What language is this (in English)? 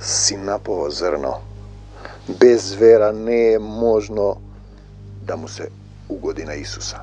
Macedonian